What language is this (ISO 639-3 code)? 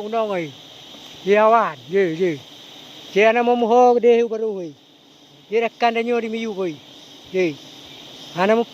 ace